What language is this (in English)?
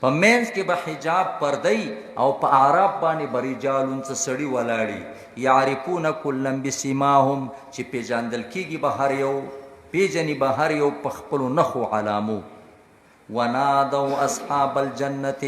Pashto